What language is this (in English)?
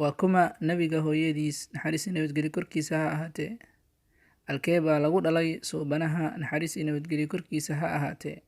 Somali